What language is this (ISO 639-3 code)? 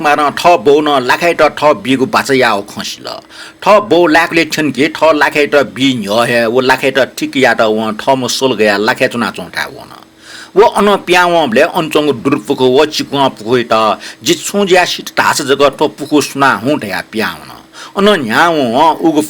new